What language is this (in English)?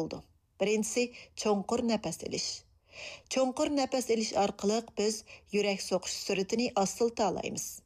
Uyghur